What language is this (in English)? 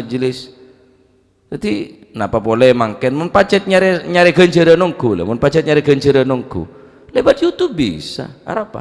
Madurese